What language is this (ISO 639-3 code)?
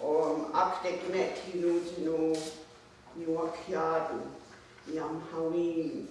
moh